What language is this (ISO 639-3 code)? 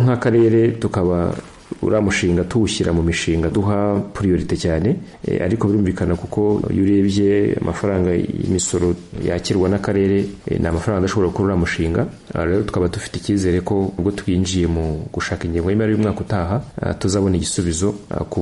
kin